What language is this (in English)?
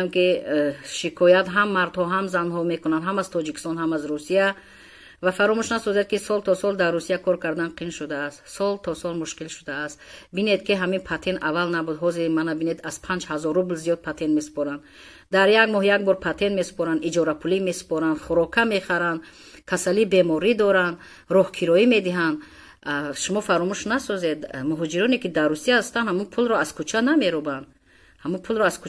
Tajik